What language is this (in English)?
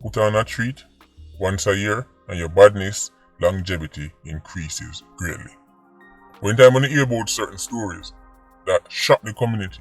Jamaican Creole English